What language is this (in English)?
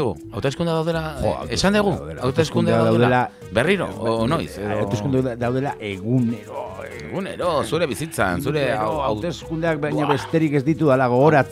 Basque